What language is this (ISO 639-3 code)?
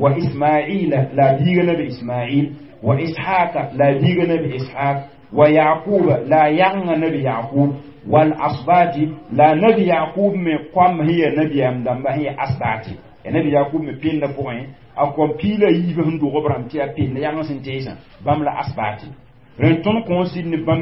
mos